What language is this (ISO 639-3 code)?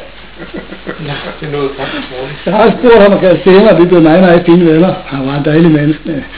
dan